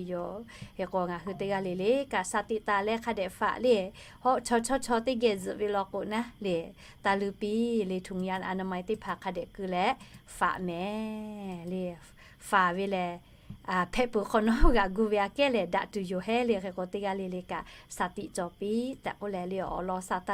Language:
Lahu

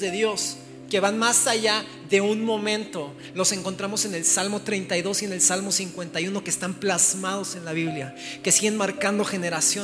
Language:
Spanish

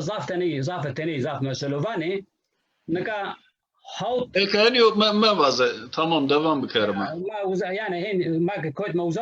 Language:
Zaza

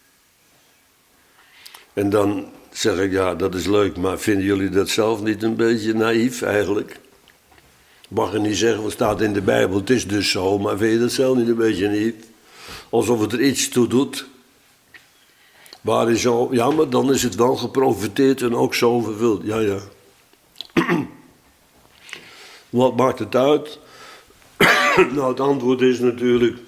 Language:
Dutch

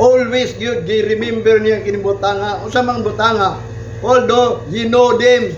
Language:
Cebuano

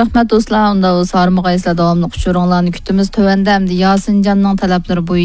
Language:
Uyghur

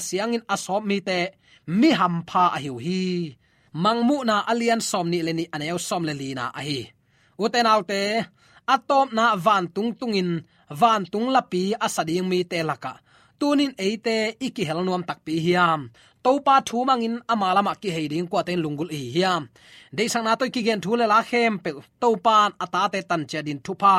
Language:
Tedim Chin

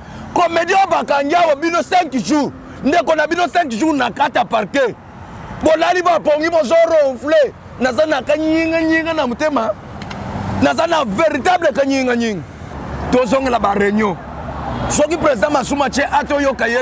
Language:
Lingala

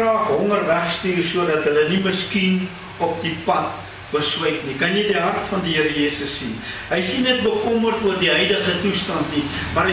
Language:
Afrikaans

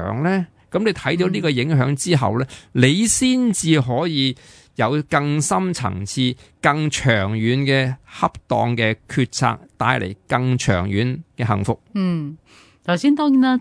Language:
Cantonese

